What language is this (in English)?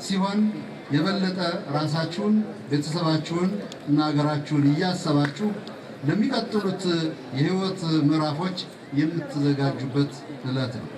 Amharic